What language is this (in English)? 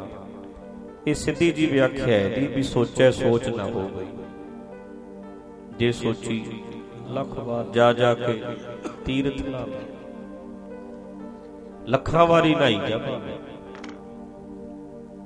Punjabi